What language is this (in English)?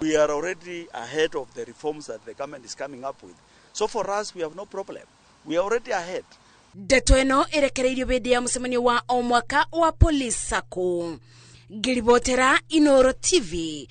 Kikuyu